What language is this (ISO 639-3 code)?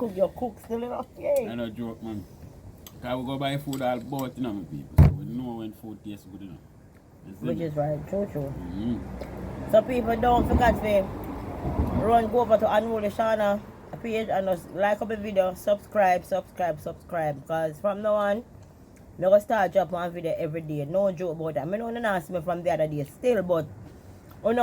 jam